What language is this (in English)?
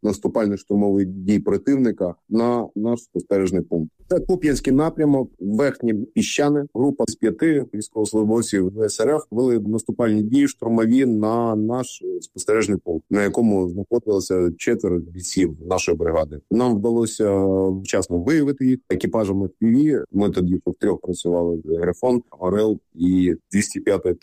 Ukrainian